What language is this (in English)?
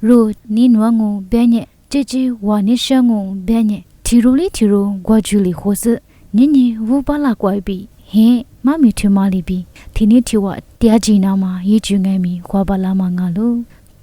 Lisu